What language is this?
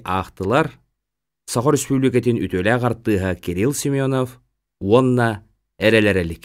Yakut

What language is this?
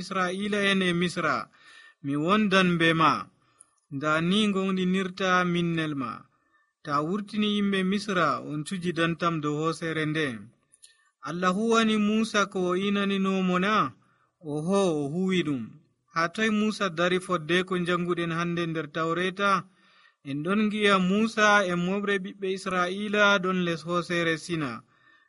Nigerian Fulfulde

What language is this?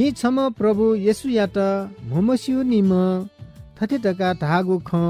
Newari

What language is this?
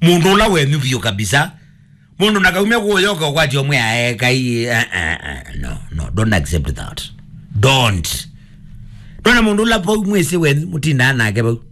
Kamba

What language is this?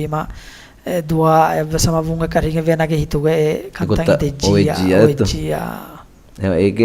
Divehi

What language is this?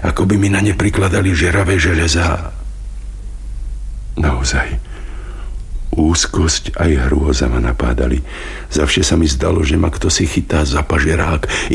Slovak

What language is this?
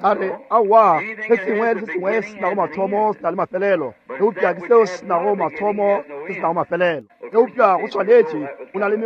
Northern Sotho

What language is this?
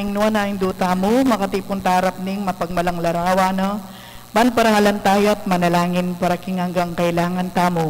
Pampanga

